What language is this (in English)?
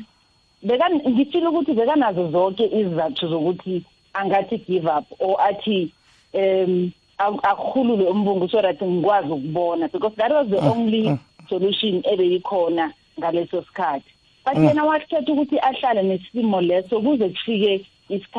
South Ndebele